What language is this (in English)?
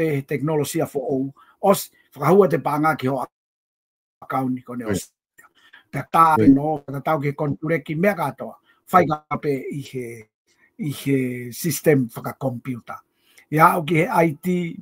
Tongan